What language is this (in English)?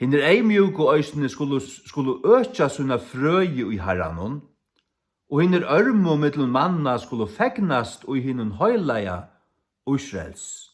Faroese